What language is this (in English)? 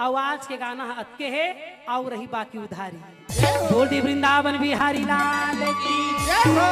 Chhattisgarhi